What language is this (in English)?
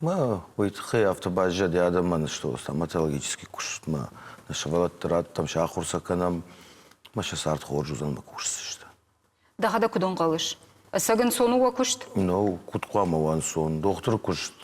Ossetic